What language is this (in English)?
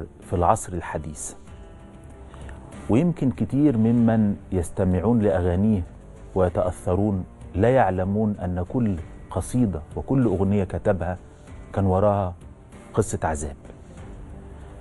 Egyptian Arabic